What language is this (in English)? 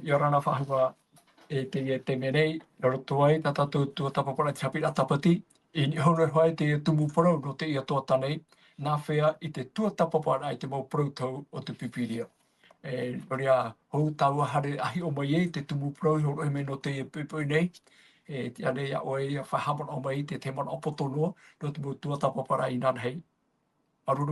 Tahitian